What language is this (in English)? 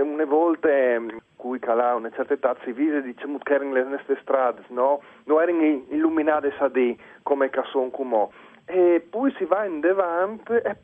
Friulian